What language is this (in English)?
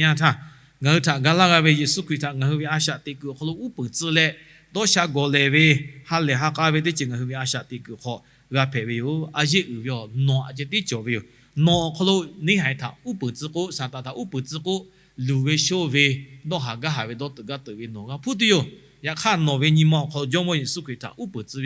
Lahu